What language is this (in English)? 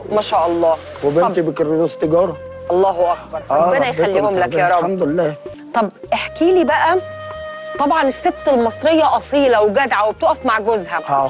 Egyptian Arabic